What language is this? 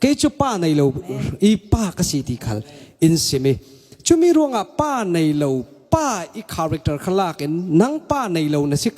Falam Chin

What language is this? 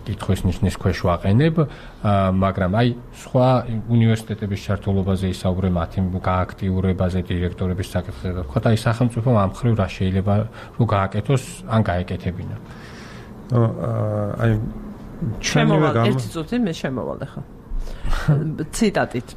Georgian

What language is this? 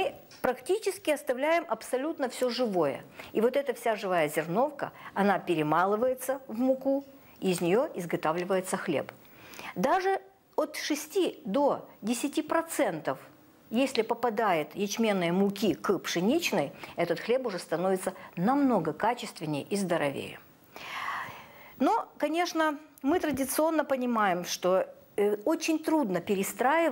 Russian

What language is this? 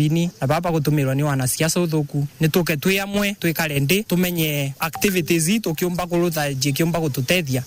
Meru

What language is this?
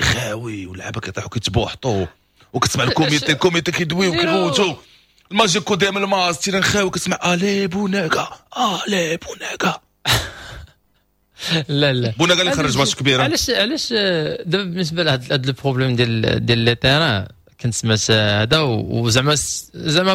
Moroccan Arabic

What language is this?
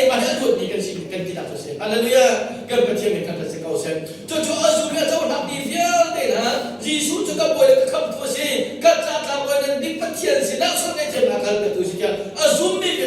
Hakha Chin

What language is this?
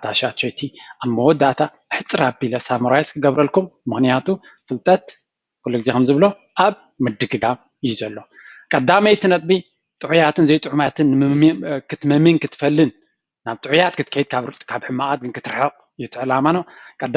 Tigrinya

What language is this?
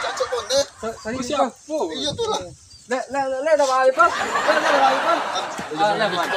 Minangkabau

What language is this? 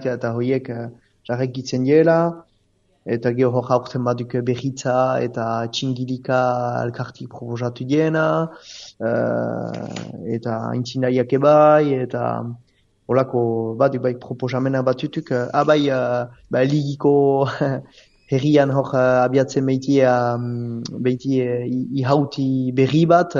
Basque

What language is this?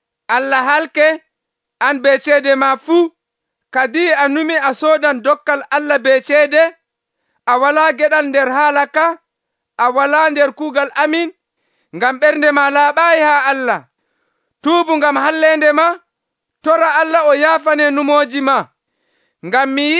Nigerian Fulfulde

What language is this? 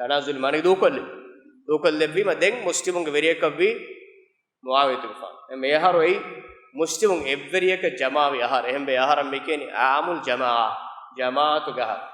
Divehi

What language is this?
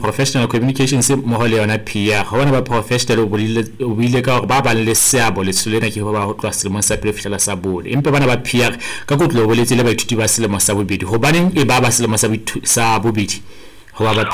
Southern Sotho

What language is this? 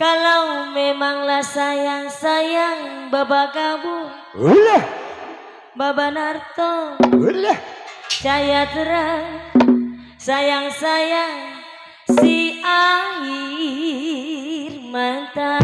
Betawi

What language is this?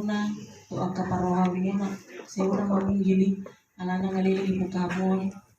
Batak Toba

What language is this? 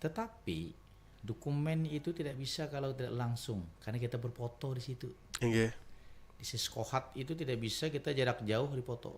Banjar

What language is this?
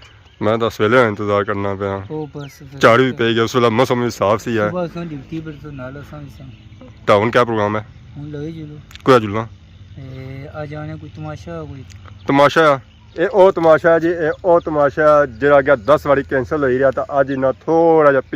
Pahari-Potwari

